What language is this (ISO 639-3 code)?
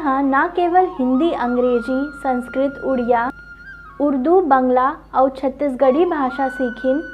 hne